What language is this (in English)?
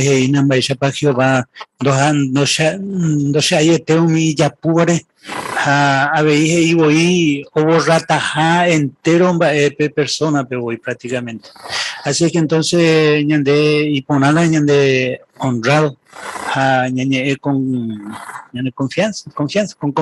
Guarani